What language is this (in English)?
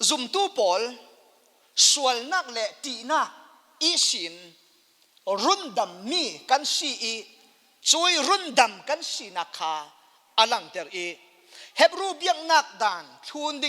Falam Chin